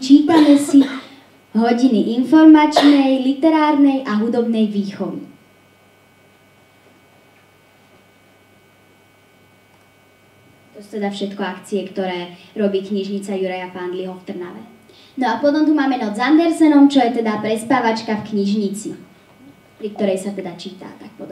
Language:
Slovak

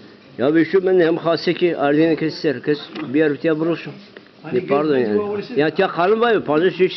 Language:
Zaza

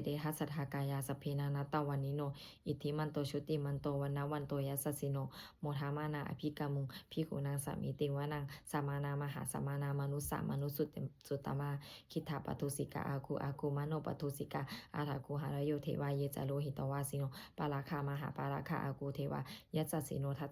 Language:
Pali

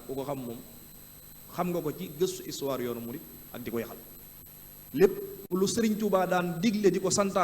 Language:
Wolof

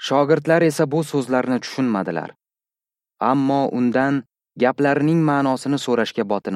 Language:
Uzbek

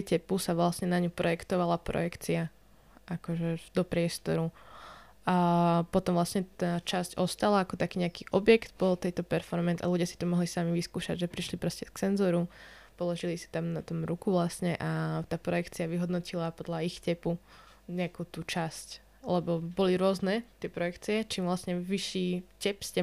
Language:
Slovak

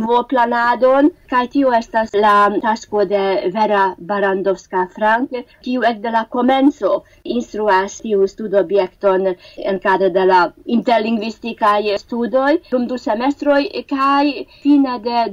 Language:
Esperanto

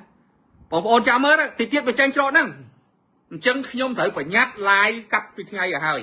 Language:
Khmer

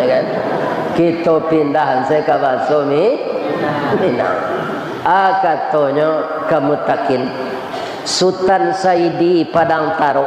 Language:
Minangkabau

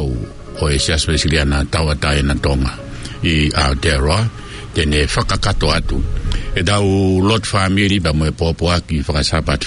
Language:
Tongan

